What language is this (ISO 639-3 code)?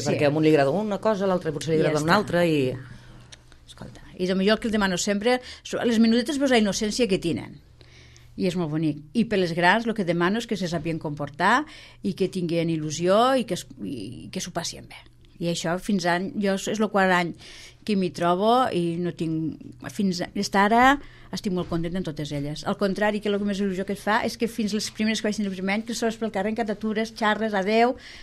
cat